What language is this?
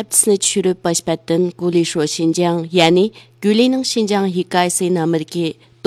Uyghur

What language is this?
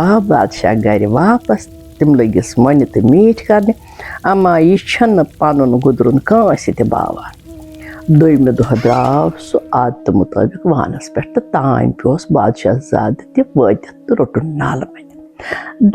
Kashmiri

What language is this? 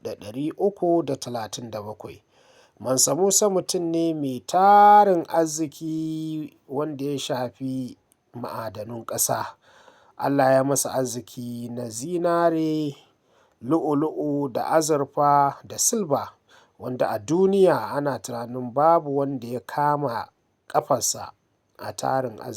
Hausa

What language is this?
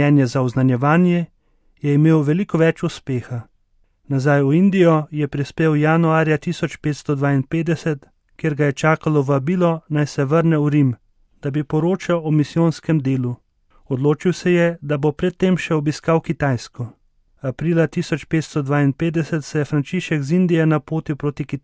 Slovenian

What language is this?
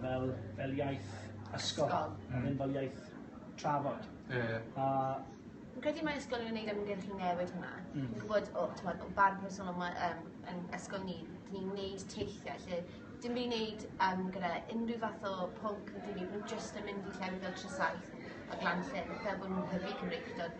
Welsh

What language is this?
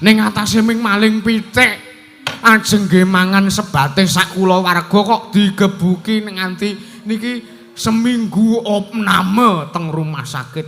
Javanese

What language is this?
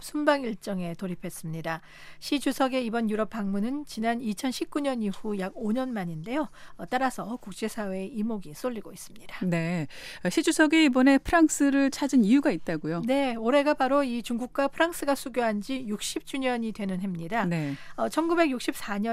Korean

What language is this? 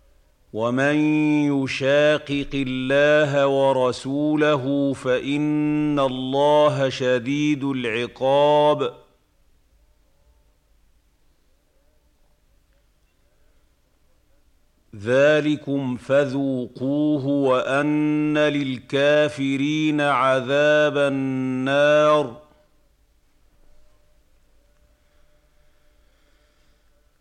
Arabic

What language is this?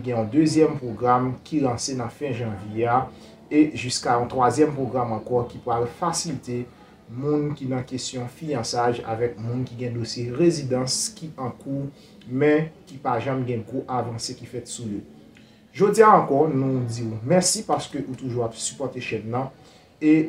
Haitian Creole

